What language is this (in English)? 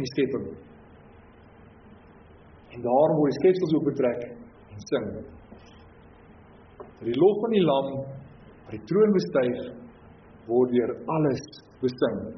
Afrikaans